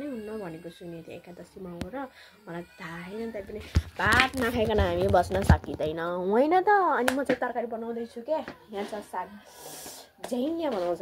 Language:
Nepali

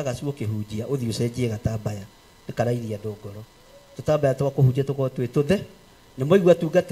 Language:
Kikuyu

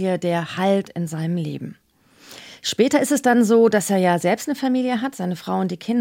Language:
German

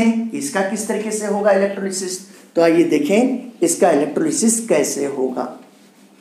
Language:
Hindi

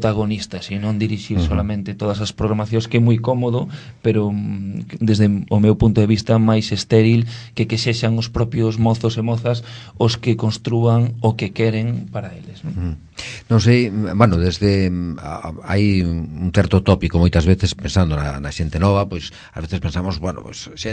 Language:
Galician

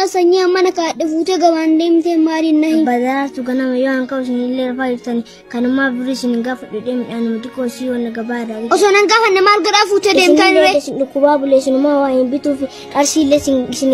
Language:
Oromo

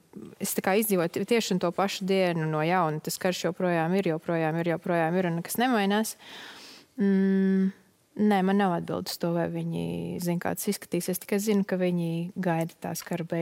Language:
Latvian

